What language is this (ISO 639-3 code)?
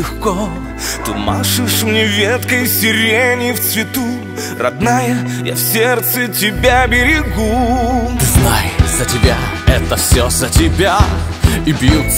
rus